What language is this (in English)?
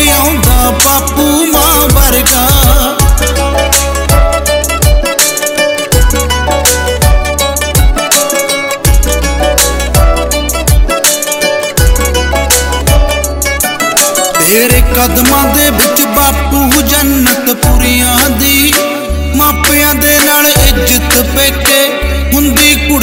Punjabi